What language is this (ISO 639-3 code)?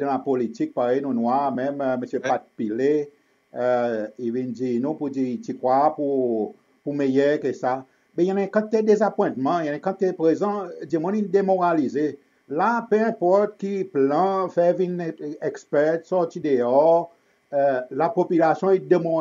crs